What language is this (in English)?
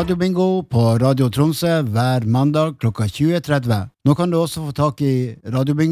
Norwegian